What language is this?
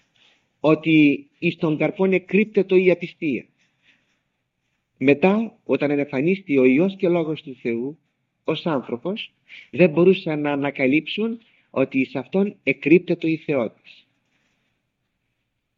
Greek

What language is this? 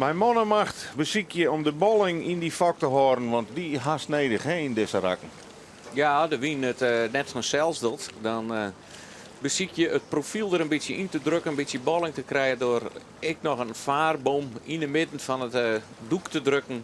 Western Frisian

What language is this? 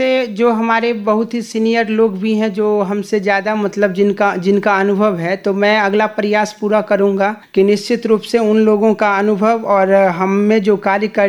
Hindi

